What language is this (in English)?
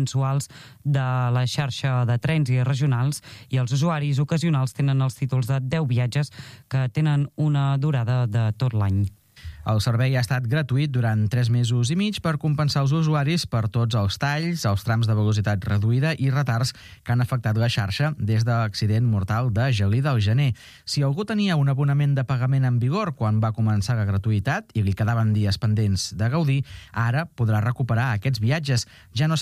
Catalan